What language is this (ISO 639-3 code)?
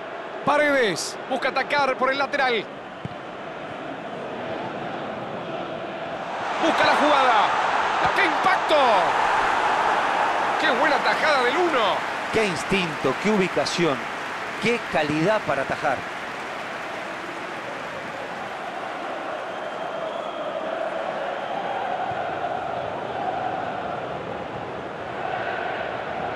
spa